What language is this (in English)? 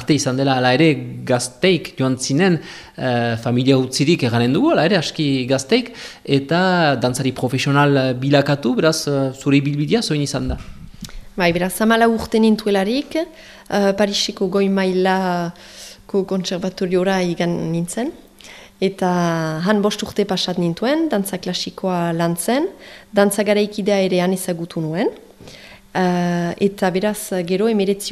Basque